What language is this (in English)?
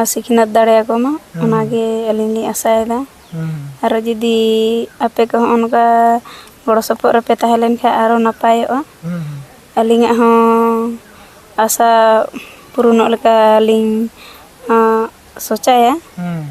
Santali